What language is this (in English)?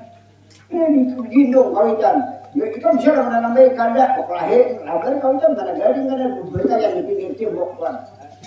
Banjar